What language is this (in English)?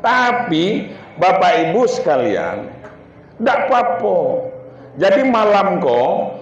Minangkabau